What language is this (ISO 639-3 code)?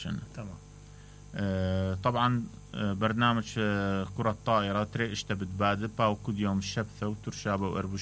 acm